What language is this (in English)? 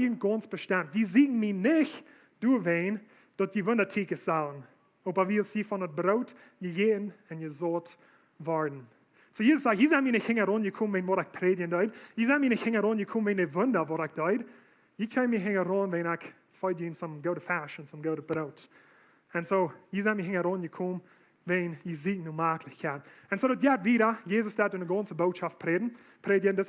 Plautdietsch